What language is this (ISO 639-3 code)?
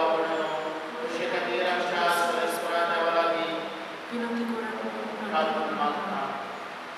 kok